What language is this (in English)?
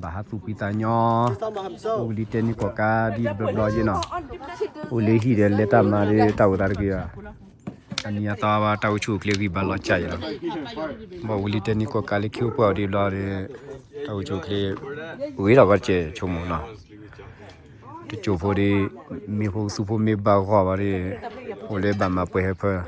S'gaw Karen